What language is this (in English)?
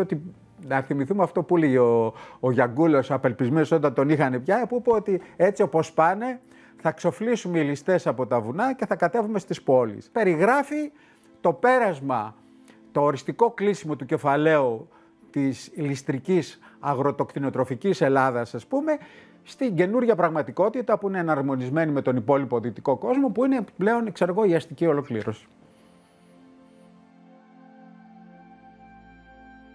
Greek